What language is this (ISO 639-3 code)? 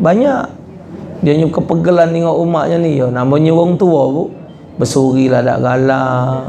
mui